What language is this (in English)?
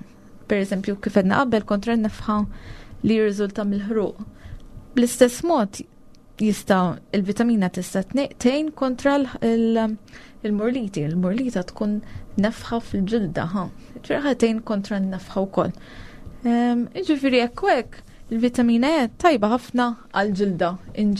Maltese